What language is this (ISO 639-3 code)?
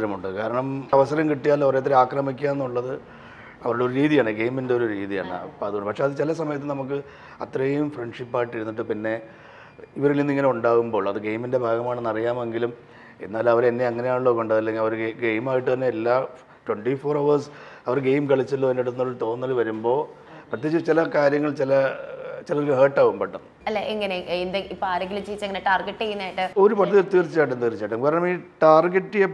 mal